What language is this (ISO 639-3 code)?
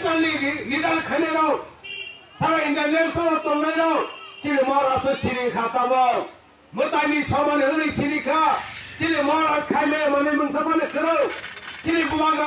trp